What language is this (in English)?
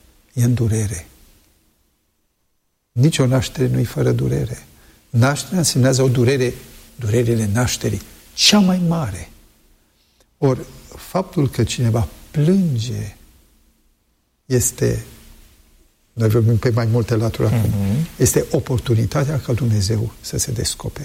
Romanian